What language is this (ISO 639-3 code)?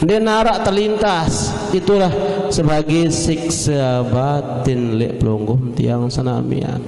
sas